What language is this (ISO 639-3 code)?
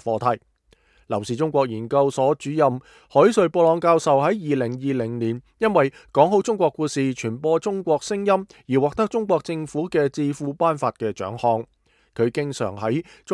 yue